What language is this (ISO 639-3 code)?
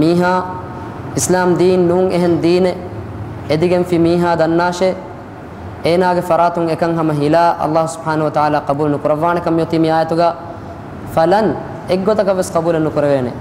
div